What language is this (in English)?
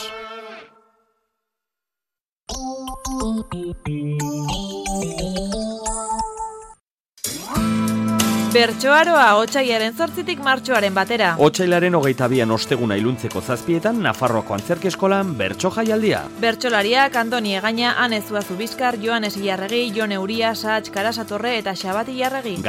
Basque